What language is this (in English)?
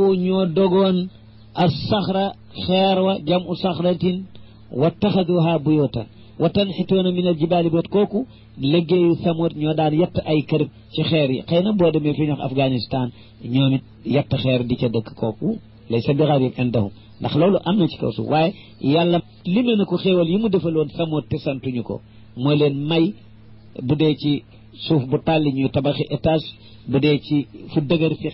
Wolof